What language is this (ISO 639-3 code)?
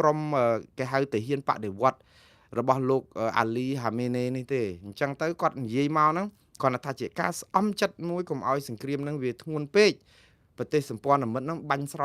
khm